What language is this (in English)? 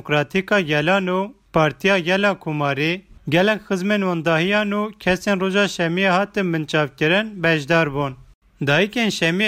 Kurdish